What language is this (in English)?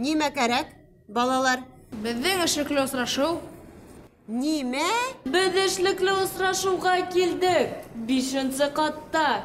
Bashkir